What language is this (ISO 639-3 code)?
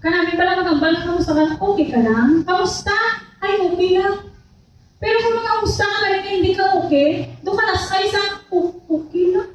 hil